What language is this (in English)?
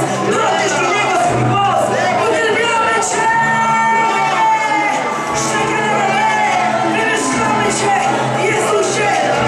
Polish